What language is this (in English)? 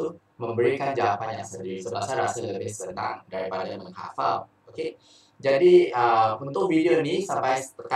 Malay